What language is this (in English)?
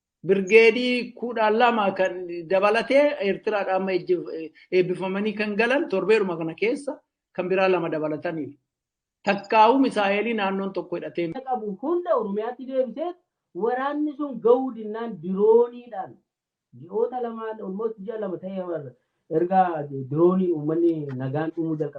Oromo